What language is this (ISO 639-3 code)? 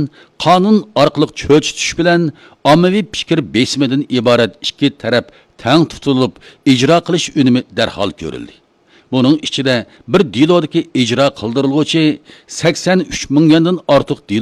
uig